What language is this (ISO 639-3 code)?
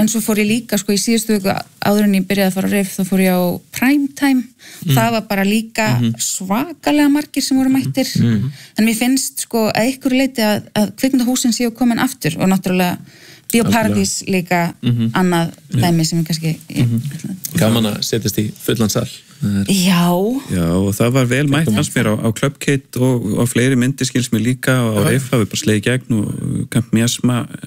isl